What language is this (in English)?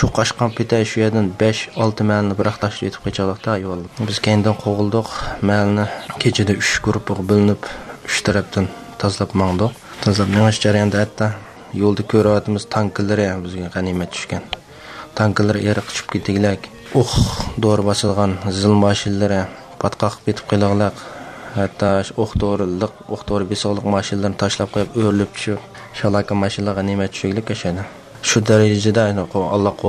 Uyghur